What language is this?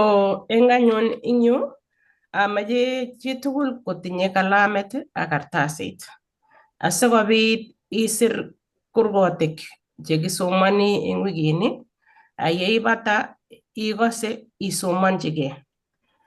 Kalenjin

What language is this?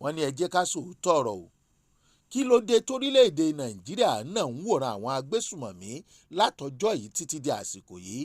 Yoruba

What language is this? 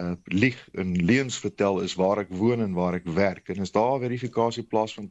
Afrikaans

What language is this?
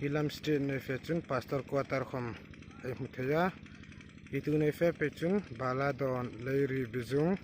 Hmar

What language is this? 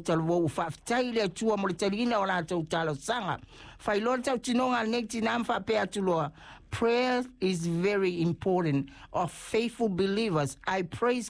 Samoan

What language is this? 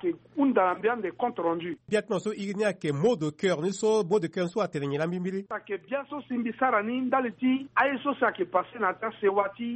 Sango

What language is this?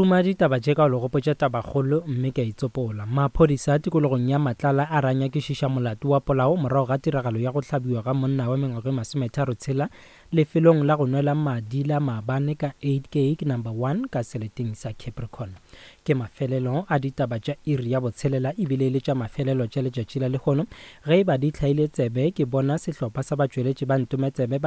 Northern Sotho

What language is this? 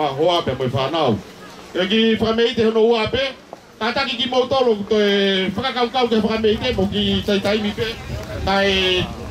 Tongan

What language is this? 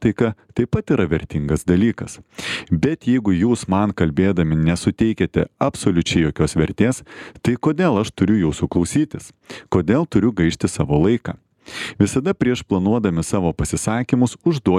Lithuanian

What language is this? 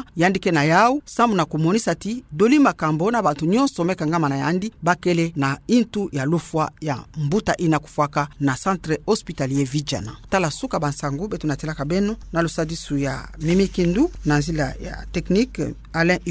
Kituba (Democratic Republic of Congo)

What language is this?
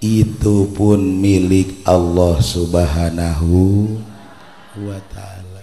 Sundanese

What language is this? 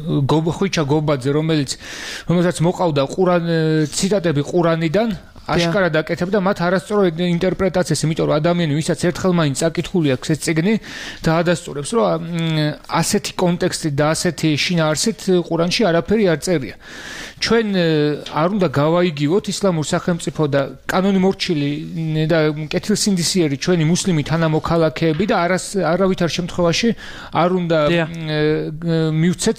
Georgian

